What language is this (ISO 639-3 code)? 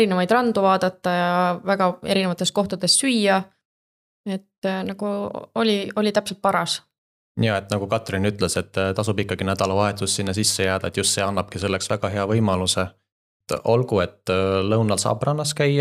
est